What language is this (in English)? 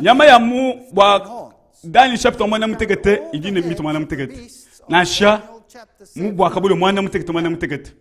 Luba-Lulua